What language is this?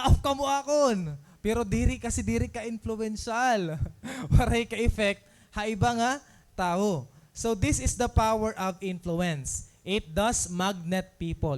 Waray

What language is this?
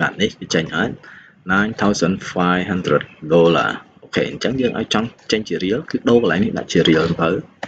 Khmer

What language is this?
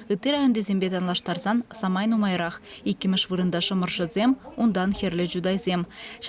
Chuvash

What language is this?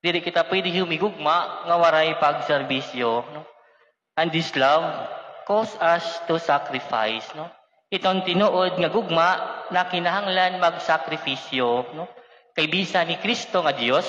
Waray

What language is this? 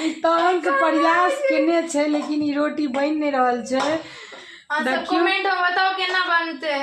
Maithili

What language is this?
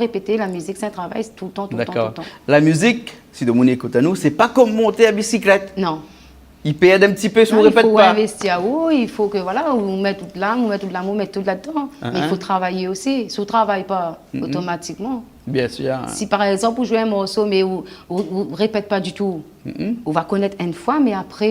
Réunion Creole French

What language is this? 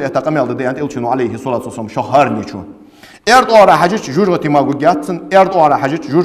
Ingush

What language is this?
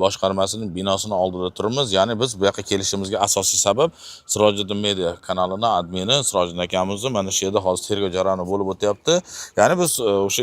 Uzbek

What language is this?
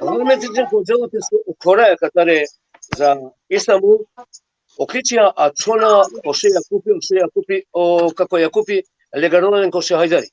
Balkan Romani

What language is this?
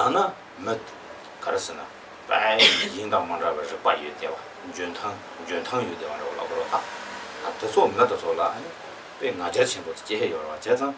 Tibetan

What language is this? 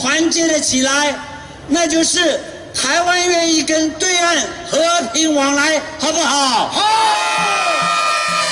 Chinese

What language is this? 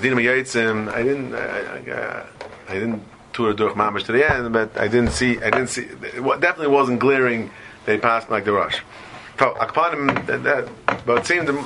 English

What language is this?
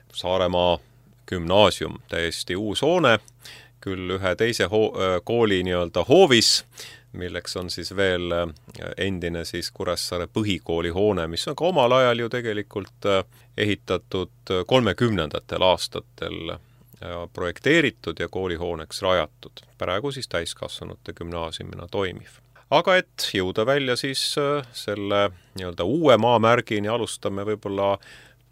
Estonian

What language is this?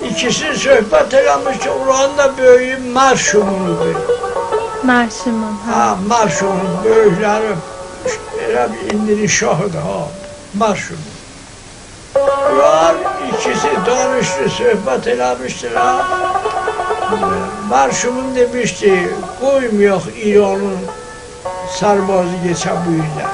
South Azerbaijani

